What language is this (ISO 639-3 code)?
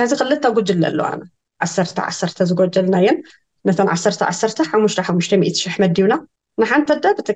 tir